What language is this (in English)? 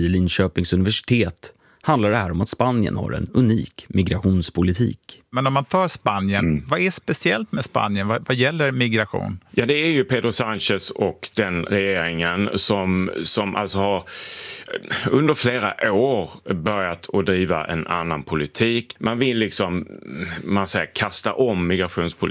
Swedish